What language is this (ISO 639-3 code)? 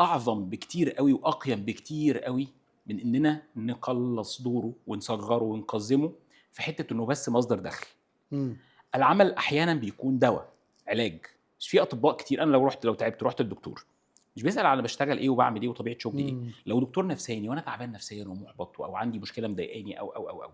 arz